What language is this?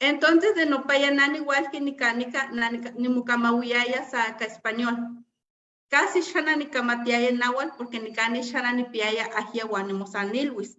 Eastern Huasteca Nahuatl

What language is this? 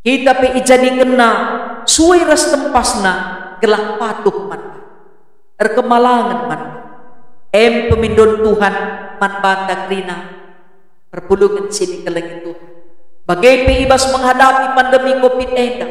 Batak Karo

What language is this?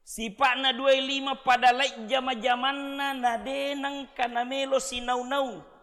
Buginese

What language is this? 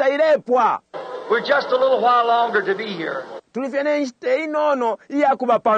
Bemba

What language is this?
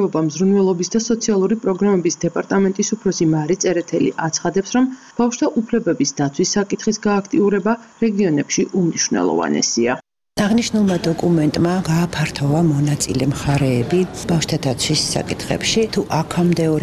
Georgian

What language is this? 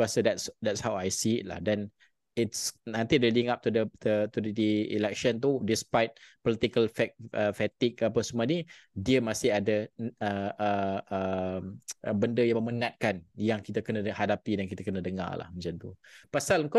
Malay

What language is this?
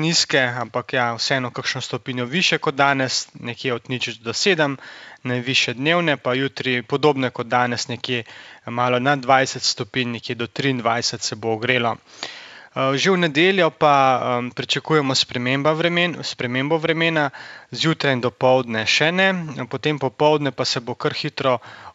Slovenian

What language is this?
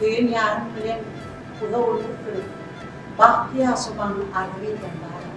Turkmen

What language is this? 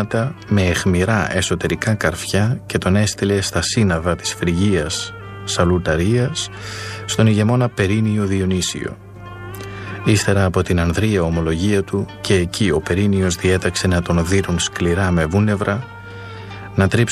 Greek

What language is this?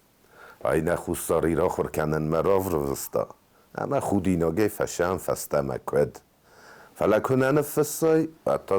Ossetic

